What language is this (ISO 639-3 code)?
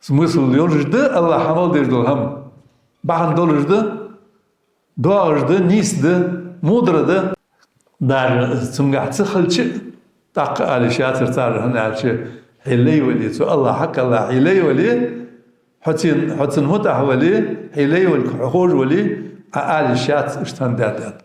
inh